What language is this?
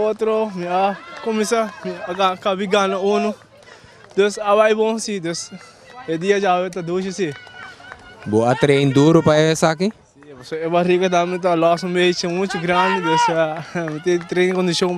Papiamento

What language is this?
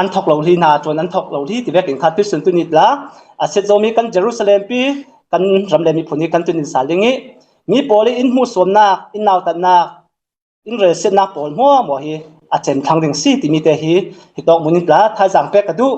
Hakha Chin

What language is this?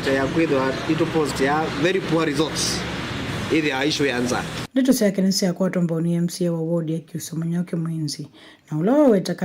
Kamba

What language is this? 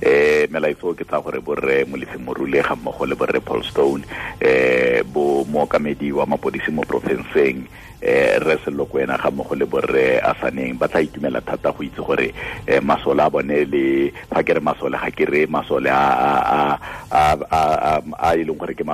Tswana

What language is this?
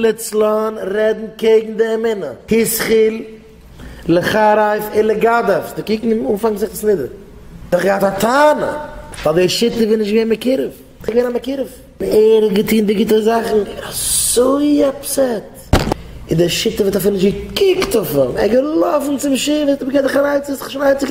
Yiddish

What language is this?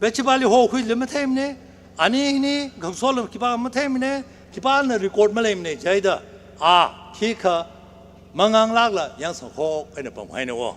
Tangkhul Naga (India)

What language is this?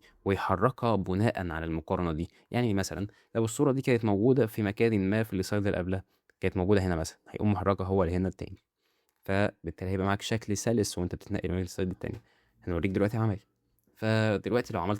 Egyptian Arabic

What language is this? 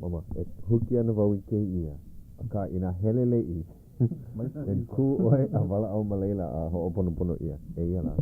Hawaiian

